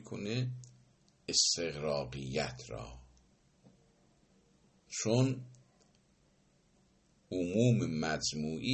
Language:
Persian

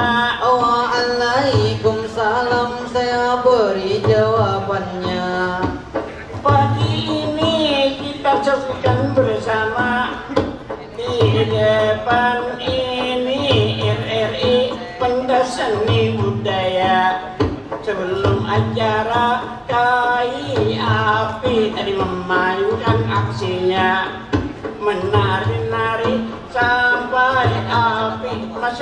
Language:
Banjar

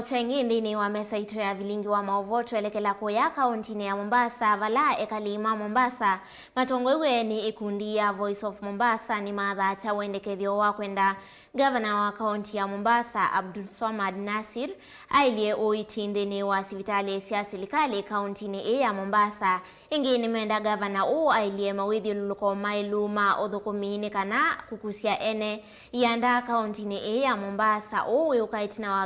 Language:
Kamba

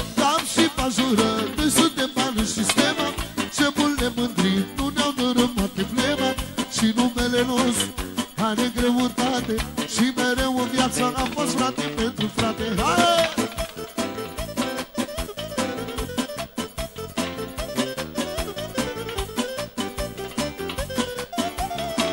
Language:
Romanian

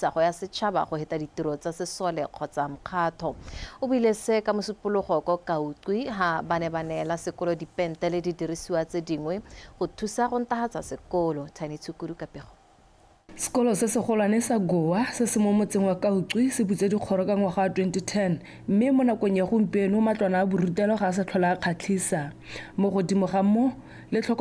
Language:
Tswana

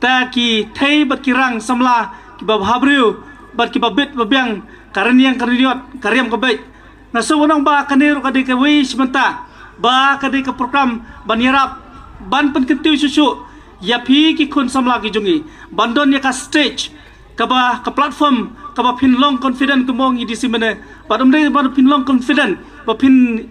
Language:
Khasi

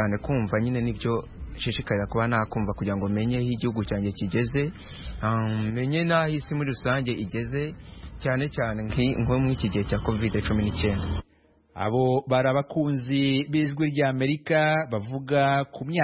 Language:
Kinyarwanda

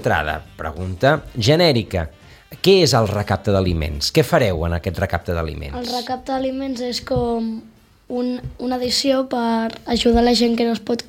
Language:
Catalan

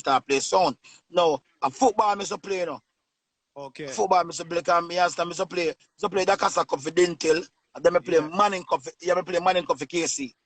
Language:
Jamaican Creole English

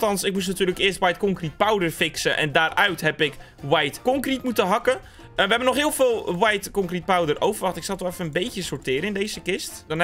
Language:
Dutch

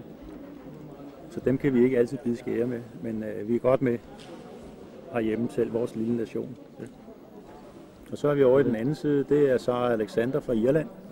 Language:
Danish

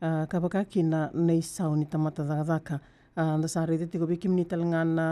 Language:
Fijian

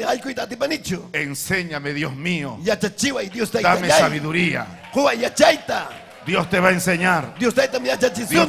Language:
Ayacucho Quechua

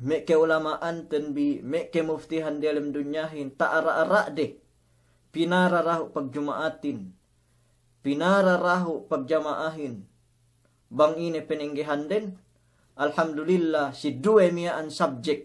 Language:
Yakan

